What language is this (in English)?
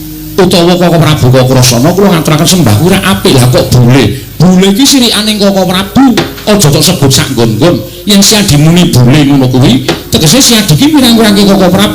Javanese